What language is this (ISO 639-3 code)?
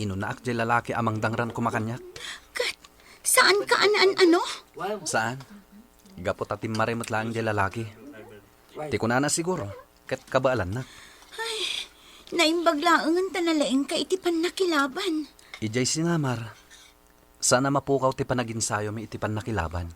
ilo